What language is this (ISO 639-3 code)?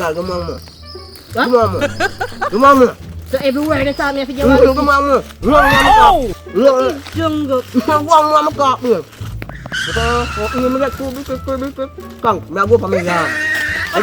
jam